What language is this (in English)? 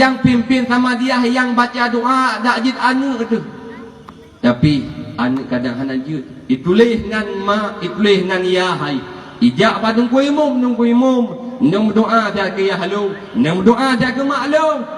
Achinese